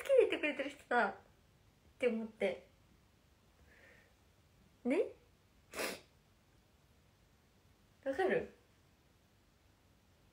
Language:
Japanese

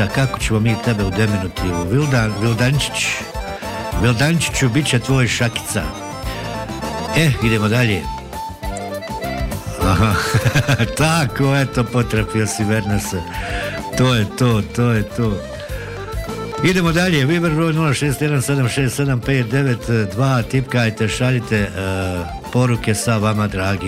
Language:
Bosnian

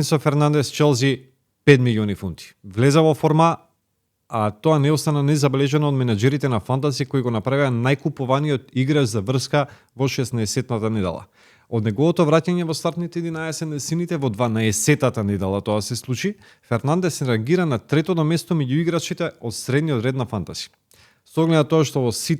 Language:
Macedonian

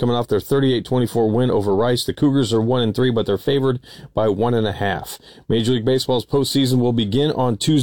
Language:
English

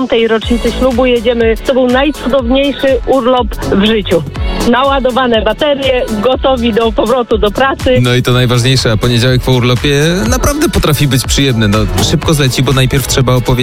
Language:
Polish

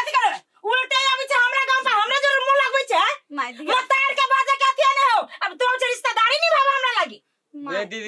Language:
Maithili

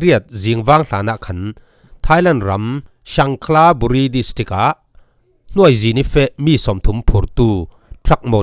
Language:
Falam Chin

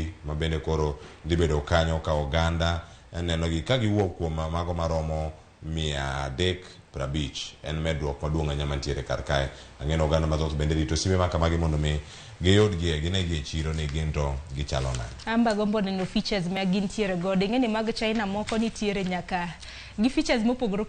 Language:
Luo (Kenya and Tanzania)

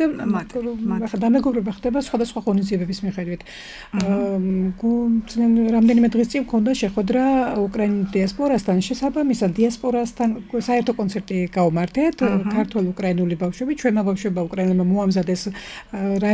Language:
Georgian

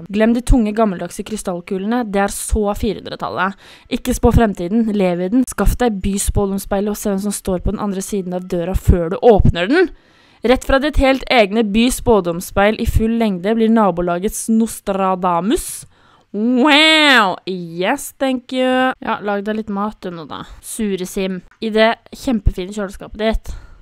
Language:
Norwegian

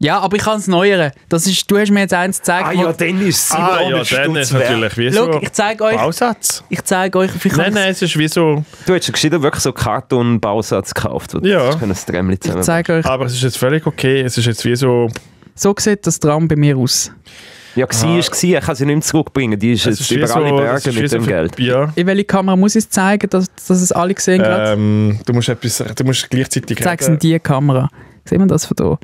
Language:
Swiss German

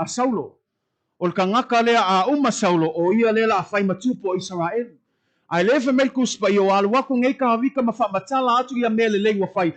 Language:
Samoan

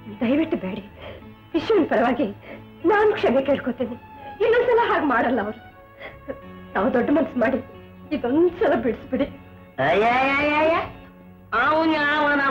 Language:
Kannada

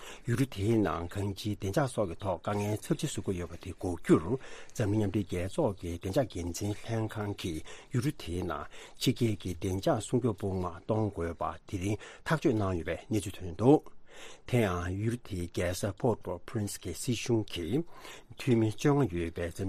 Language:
Tibetan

